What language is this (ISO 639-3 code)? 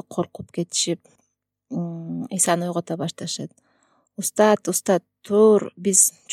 kir